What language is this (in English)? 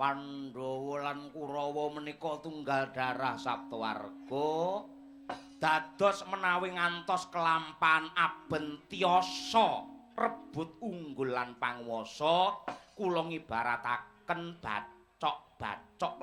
Javanese